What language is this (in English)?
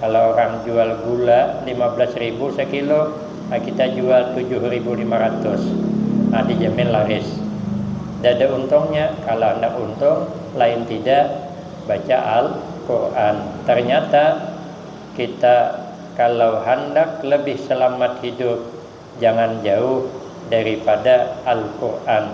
Banjar